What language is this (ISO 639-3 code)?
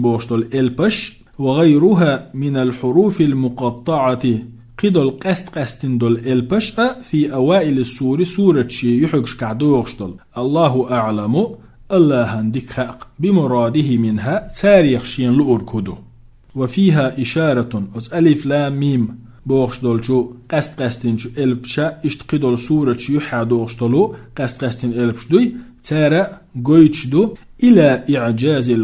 che